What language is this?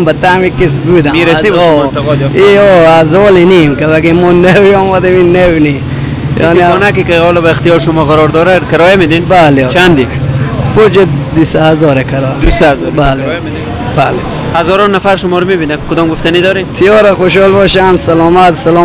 Persian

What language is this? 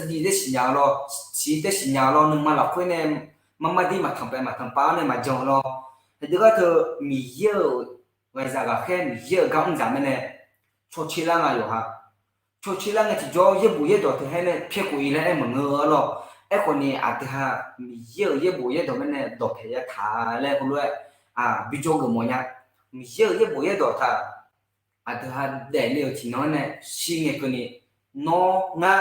Akha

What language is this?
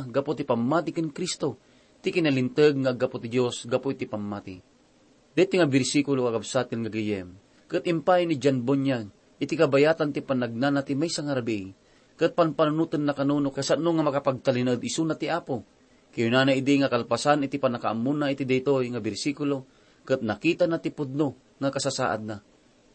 Iloko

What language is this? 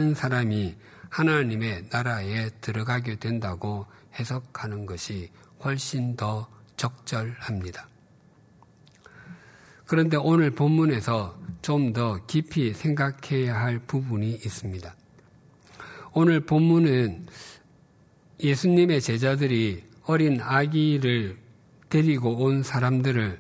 Korean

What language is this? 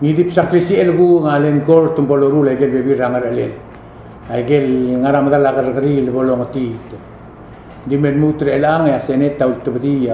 Palauan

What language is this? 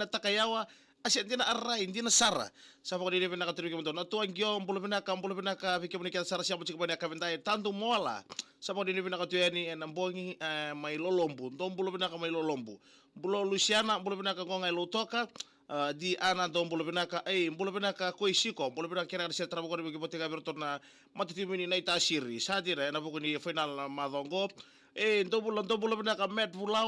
Fijian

